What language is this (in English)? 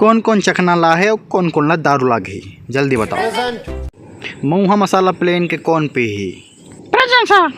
Chhattisgarhi